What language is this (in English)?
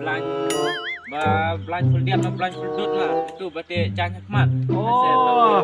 Khasi